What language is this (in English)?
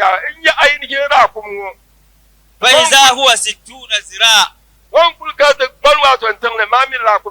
Dagbani